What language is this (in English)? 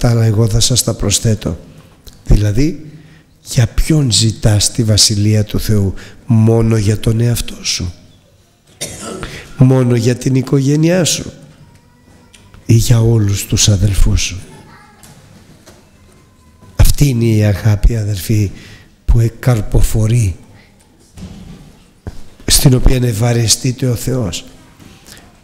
Greek